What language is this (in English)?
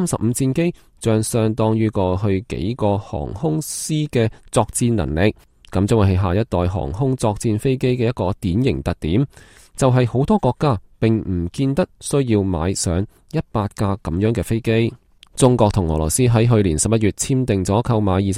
Cantonese